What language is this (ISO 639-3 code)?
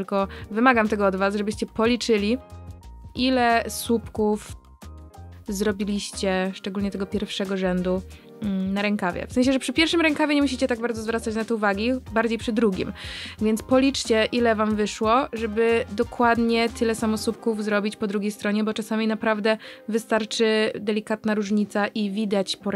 pol